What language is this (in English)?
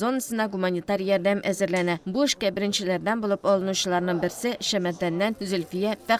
Tatar